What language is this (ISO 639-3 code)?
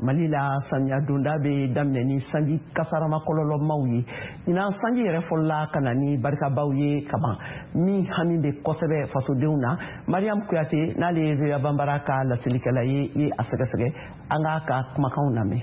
bam